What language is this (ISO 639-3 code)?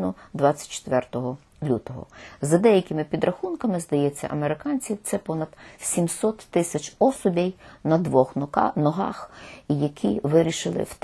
ukr